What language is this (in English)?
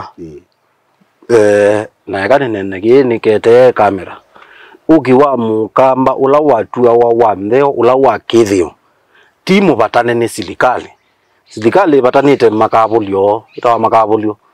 Kamba